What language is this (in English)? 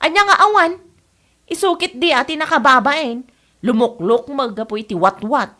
Iloko